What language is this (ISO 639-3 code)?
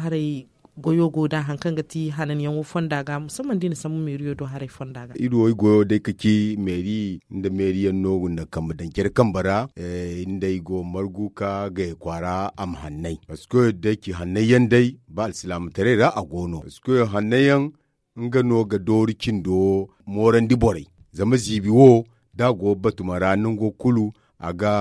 dje